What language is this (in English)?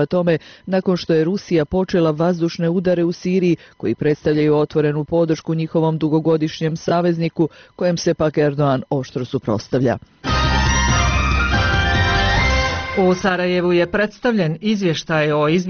Bosnian